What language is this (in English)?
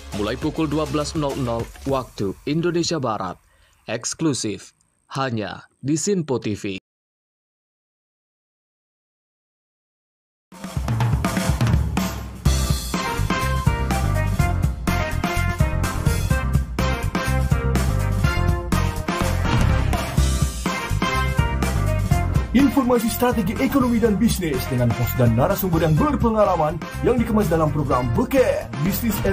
Indonesian